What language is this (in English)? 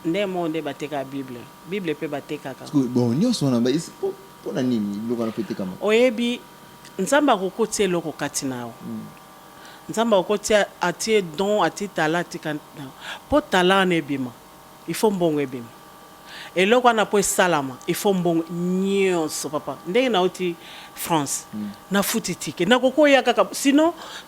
Lingala